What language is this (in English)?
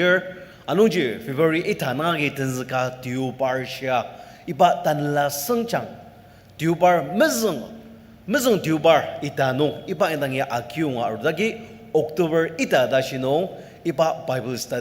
Ao Naga